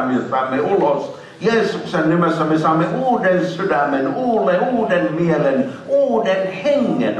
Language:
Finnish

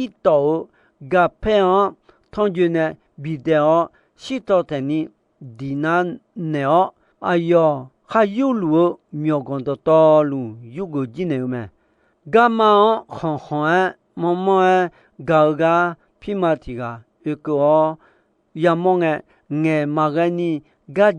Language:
Akha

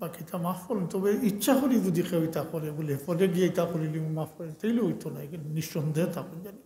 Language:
Sylheti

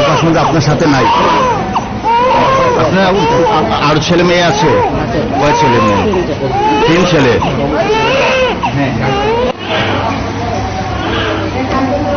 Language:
Bangla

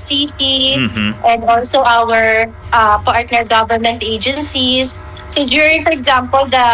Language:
Hiligaynon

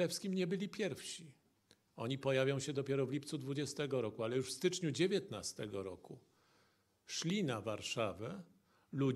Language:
Polish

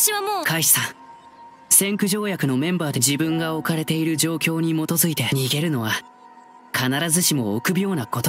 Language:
Japanese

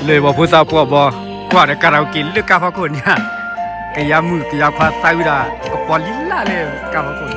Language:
S'gaw Karen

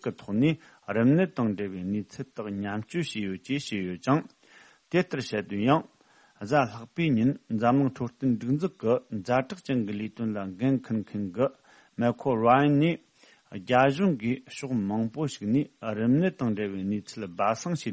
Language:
Tibetan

